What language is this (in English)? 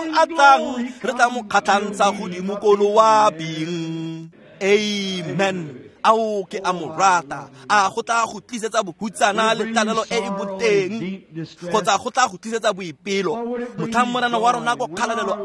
Tswana